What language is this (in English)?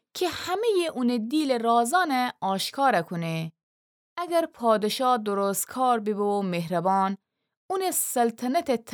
Gilaki